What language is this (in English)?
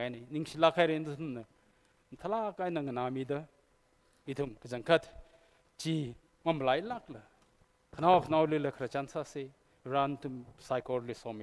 Tangkhul Naga (India)